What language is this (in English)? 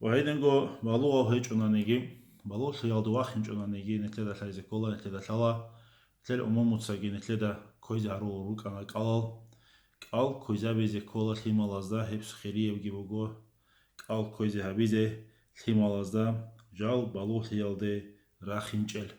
Avaric